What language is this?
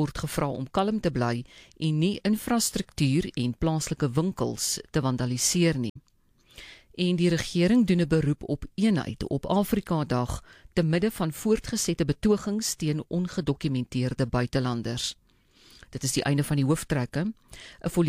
Afrikaans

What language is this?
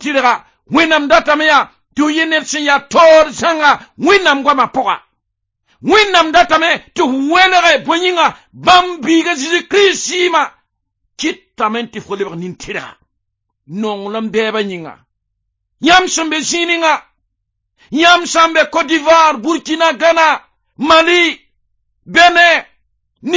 Mossi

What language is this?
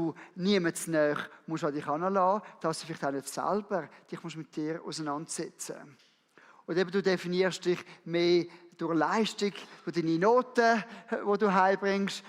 Swiss German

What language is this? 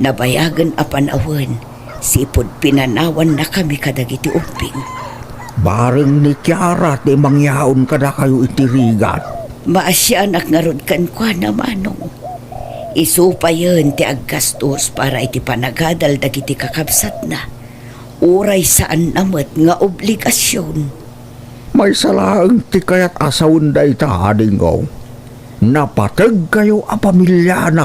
Iloko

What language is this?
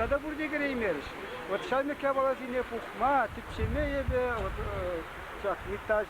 Chuvash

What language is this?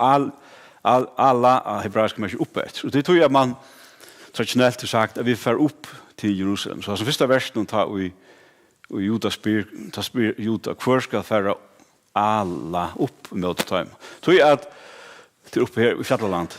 Faroese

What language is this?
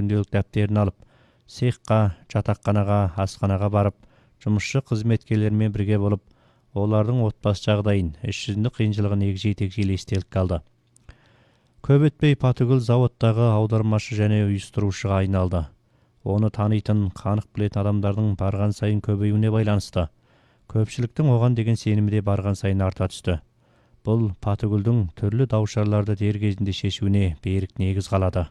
Kazakh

